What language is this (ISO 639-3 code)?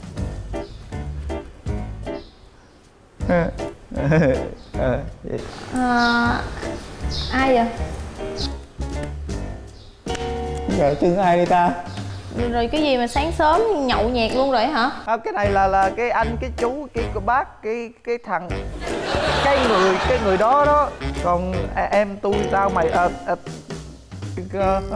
vie